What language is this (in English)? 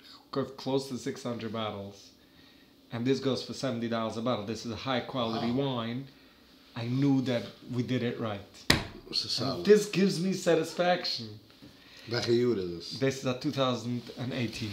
Yiddish